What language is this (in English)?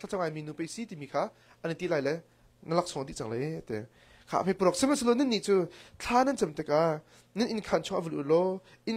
Hakha Chin